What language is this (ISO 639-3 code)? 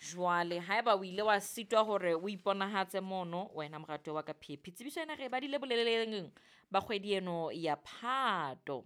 sot